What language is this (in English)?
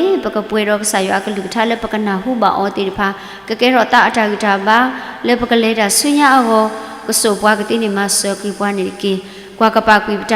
S'gaw Karen